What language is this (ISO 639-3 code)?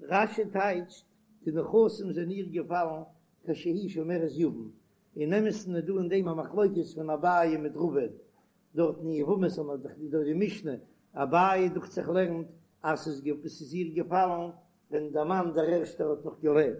yid